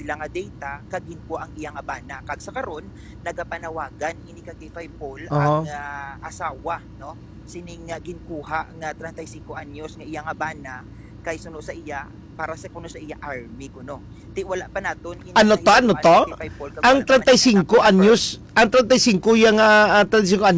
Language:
Hiligaynon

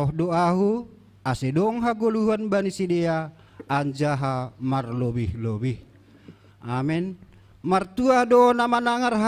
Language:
Batak Simalungun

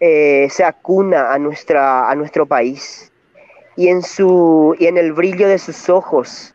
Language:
Guarani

